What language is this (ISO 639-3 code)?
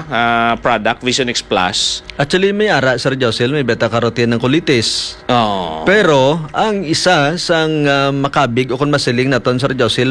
hil